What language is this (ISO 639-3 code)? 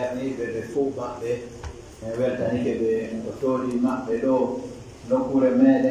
fuf